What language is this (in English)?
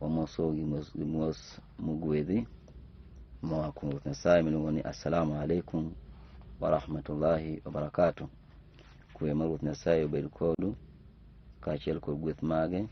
Luo (Kenya and Tanzania)